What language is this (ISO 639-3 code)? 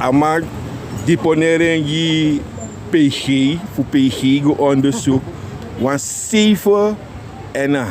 srn